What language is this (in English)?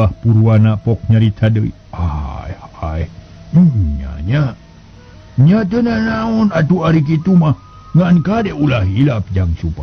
Sundanese